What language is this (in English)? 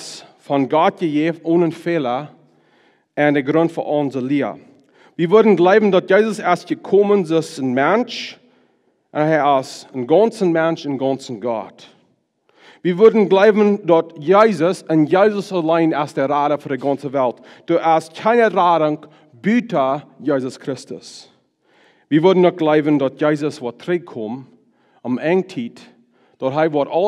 Plautdietsch